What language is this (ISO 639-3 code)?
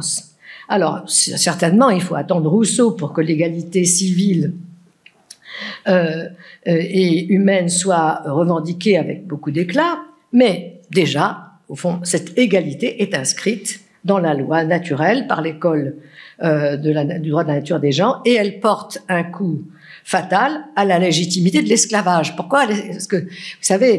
fra